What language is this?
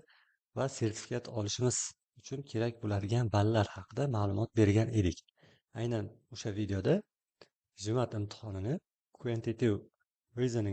Uzbek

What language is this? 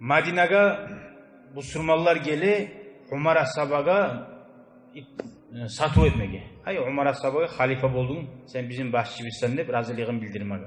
Kumyk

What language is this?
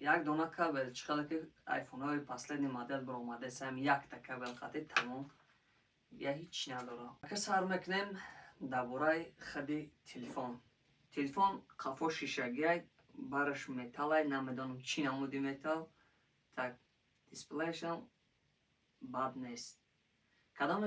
Tajik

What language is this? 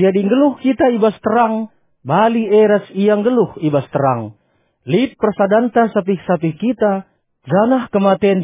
Batak Karo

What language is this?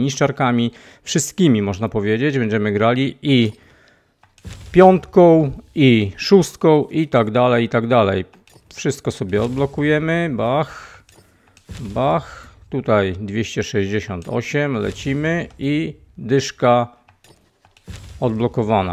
Polish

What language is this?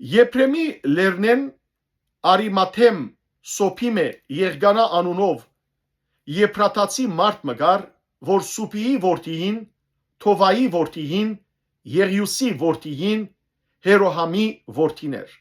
Western Armenian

